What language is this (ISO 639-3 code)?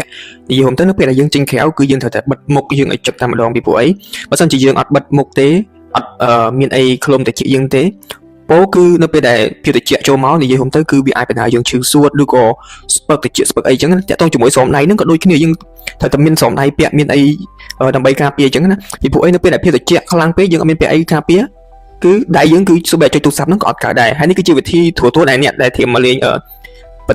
khm